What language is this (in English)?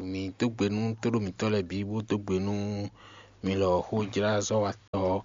Fon